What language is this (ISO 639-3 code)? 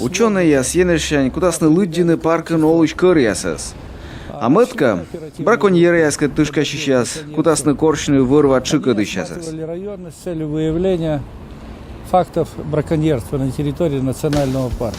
kom